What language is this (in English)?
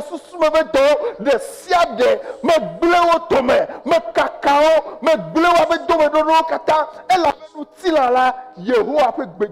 Ewe